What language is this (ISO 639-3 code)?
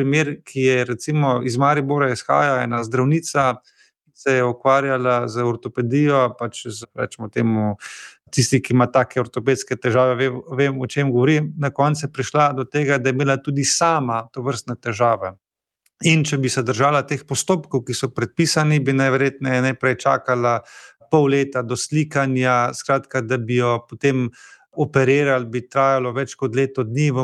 slv